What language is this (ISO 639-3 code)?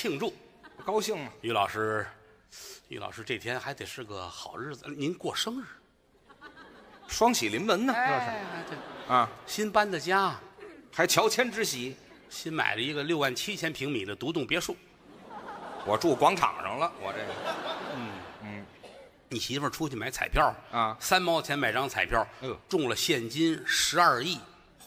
zho